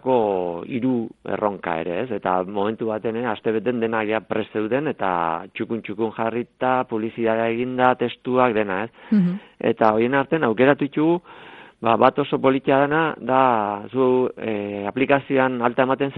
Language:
Basque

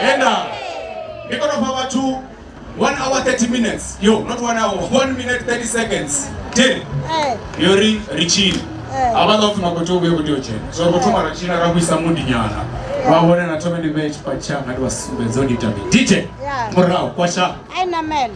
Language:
Venda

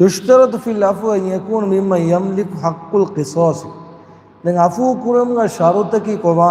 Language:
Divehi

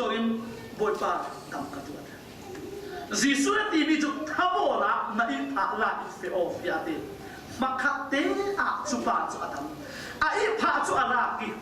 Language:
Falam Chin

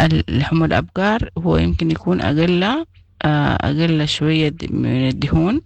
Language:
Sudanese Arabic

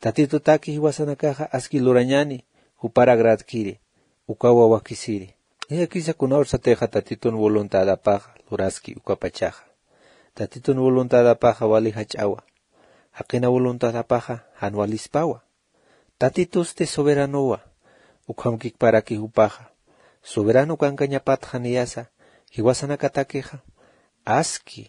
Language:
Aymara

